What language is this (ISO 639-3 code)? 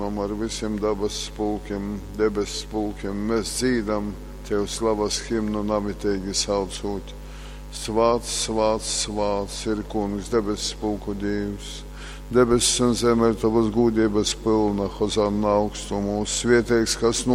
ltg